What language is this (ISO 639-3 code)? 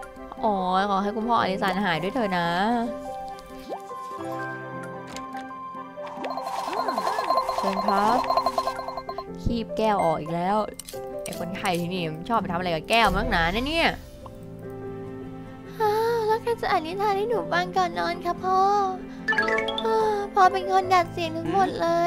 tha